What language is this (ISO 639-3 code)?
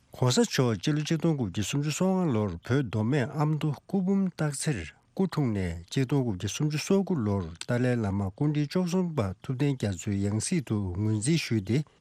bod